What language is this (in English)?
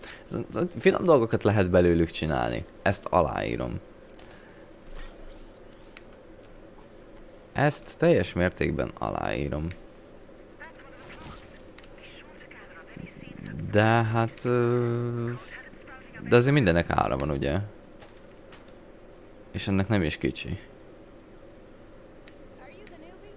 Hungarian